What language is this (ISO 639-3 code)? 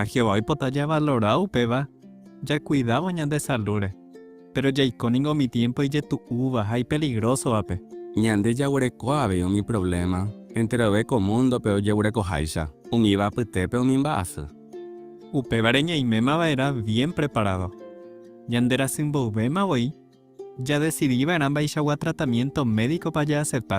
grn